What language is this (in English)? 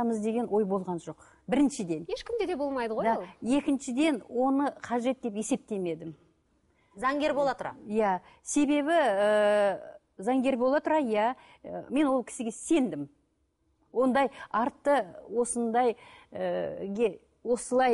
Kazakh